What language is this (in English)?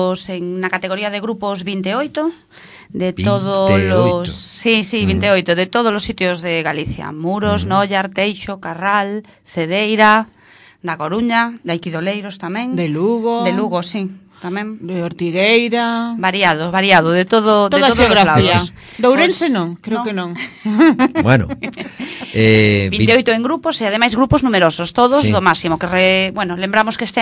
Galician